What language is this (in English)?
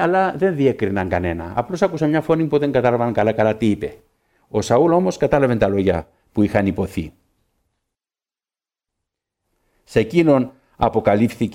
Greek